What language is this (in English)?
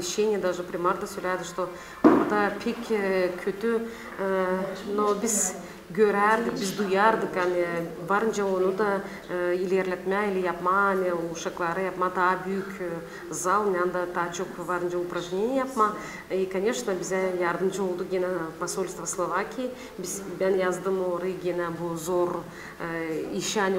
Gagauz